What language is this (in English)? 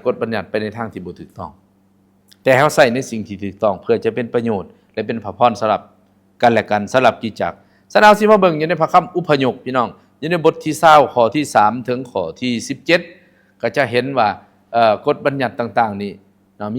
Lao